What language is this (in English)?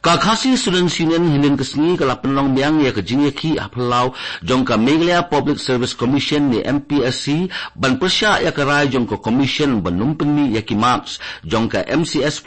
Khasi